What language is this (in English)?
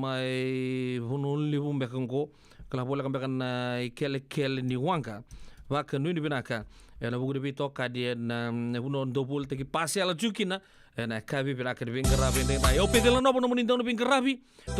Fijian